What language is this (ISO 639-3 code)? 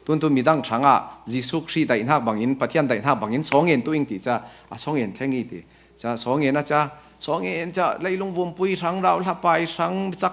cfm